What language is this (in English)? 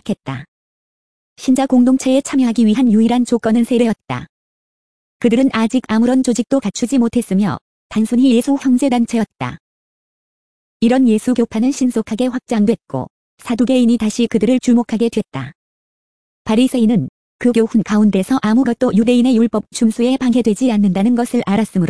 Korean